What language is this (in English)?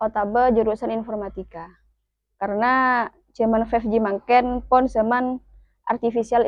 Madurese